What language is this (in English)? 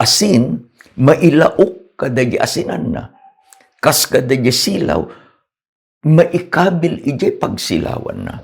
Iloko